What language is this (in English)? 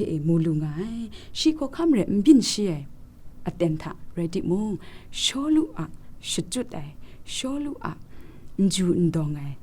Kachin